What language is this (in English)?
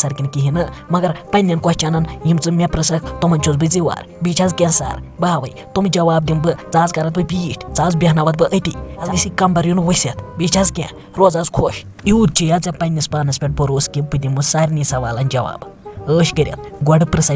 Kashmiri